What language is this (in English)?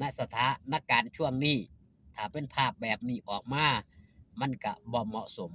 Lao